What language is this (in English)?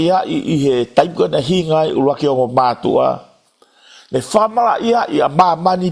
Tongan